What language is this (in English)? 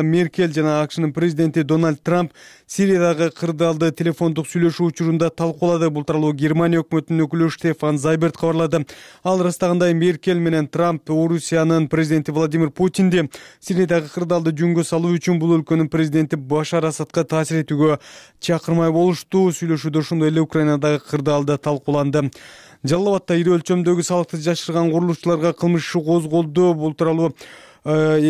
Kyrgyz